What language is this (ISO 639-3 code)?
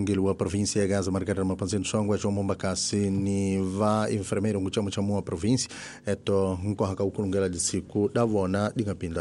tso